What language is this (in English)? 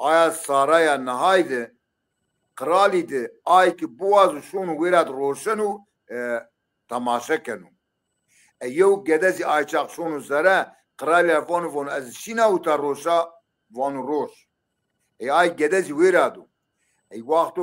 Zaza